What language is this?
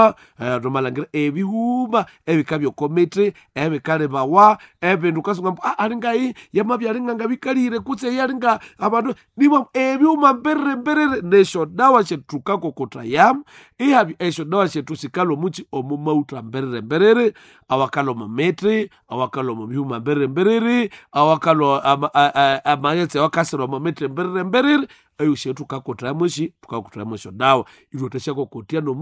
Nande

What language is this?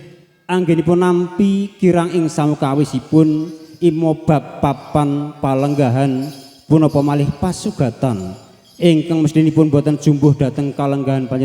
Javanese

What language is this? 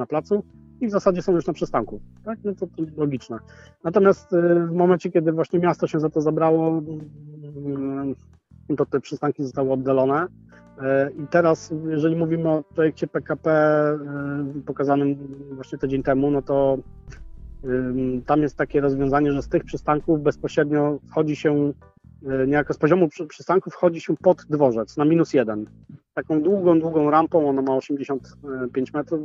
Polish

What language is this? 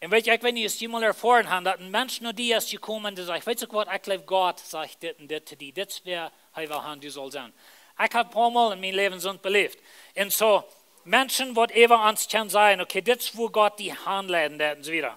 Plautdietsch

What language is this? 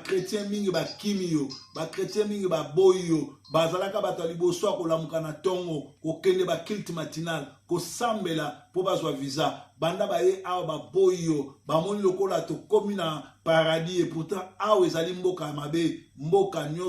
Lingala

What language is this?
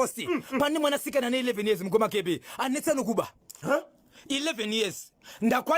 Shona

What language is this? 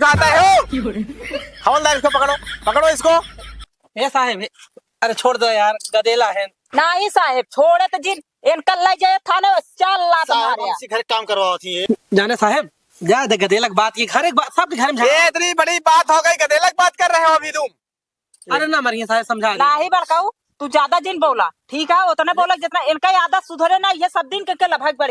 Awadhi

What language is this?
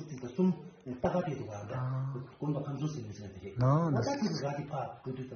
Tibetan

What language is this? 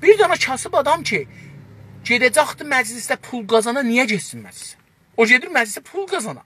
South Azerbaijani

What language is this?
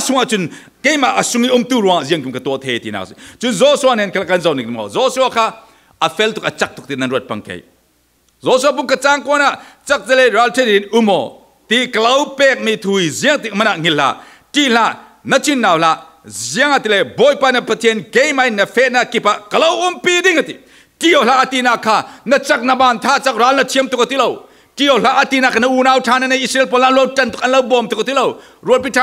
Falam Chin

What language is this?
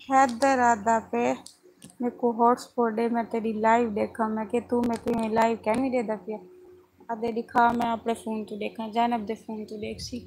Saraiki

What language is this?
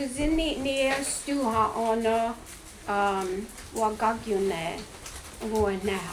Mohawk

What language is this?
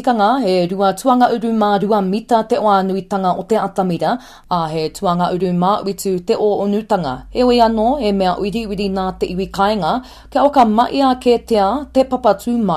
Māori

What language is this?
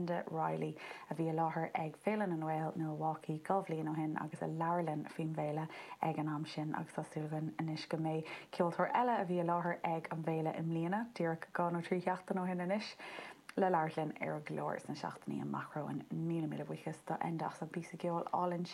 Irish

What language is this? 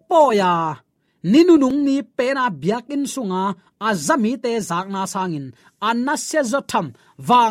Tedim Chin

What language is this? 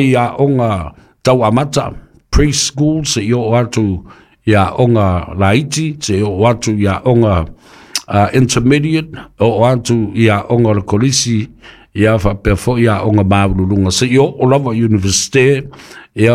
Samoan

